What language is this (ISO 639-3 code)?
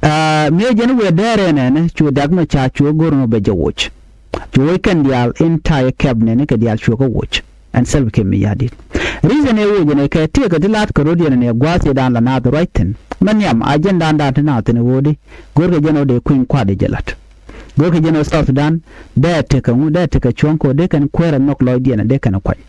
nus